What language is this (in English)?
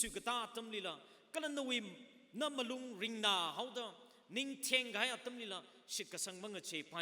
Tangkhul Naga (India)